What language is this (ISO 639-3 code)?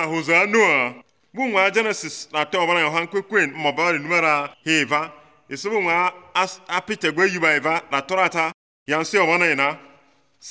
hrv